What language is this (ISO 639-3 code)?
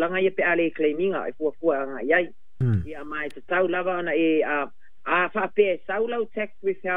smo